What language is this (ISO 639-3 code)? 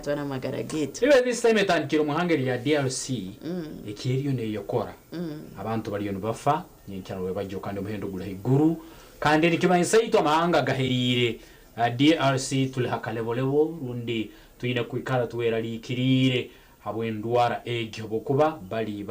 nyn